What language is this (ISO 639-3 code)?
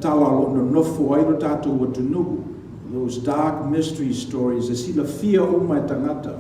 smo